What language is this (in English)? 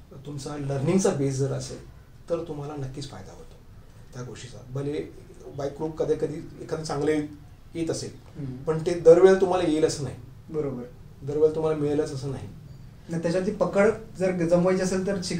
Marathi